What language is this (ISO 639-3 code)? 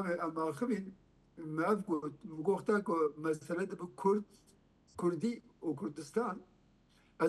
kur